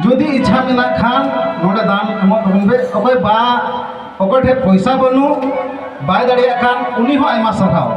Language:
Santali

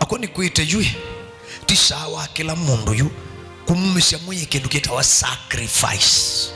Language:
Kamba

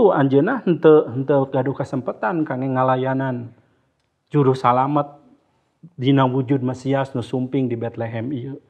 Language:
Sundanese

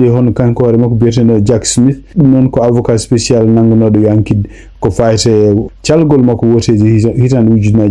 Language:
Fula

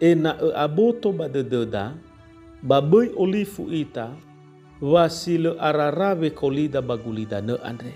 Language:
Nias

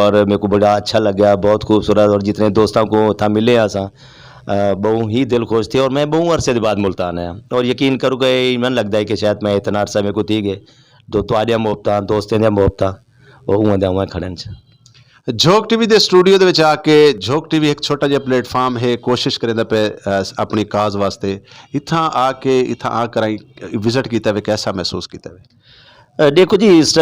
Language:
Saraiki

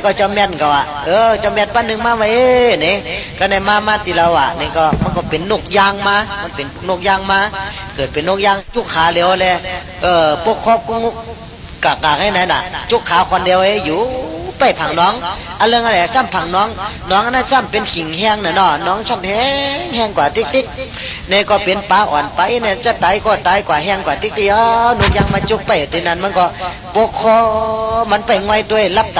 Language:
Shan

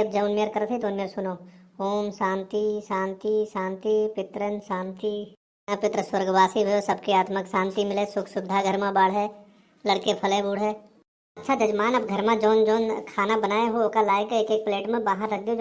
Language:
Awadhi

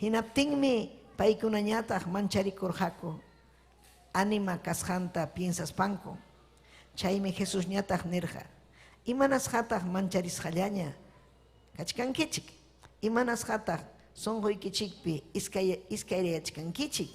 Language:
Ayacucho Quechua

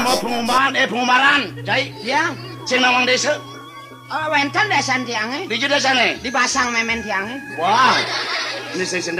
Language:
Balinese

